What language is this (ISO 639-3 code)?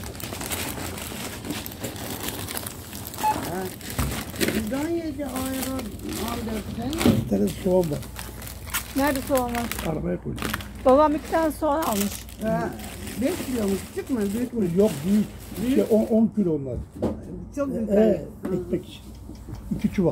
tur